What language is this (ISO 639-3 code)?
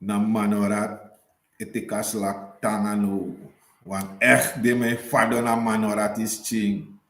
srn